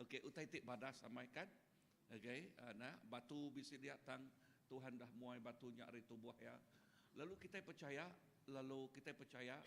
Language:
Iban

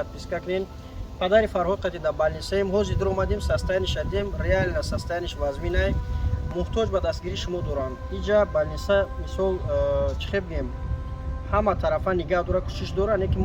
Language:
Tajik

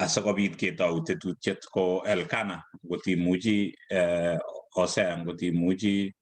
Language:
Kalenjin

